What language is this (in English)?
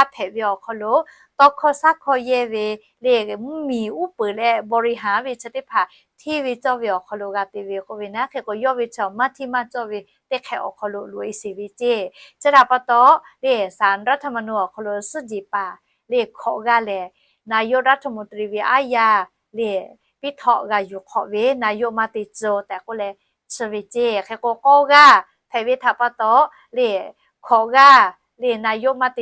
Lahu